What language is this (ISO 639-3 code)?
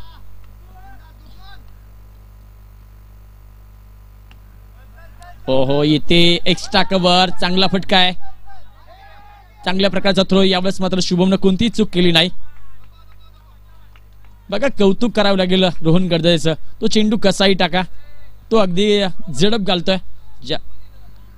mar